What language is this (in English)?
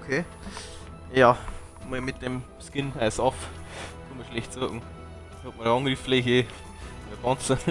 Bavarian